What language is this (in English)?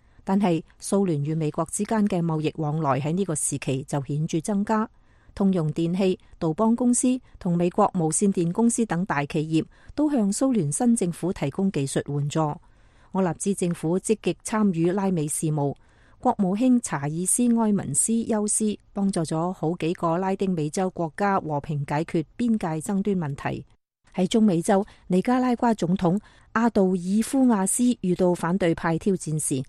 Cantonese